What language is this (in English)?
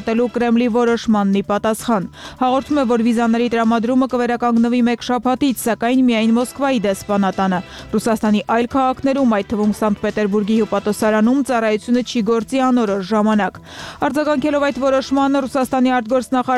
Armenian